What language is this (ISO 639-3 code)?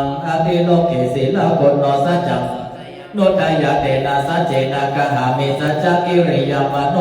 pli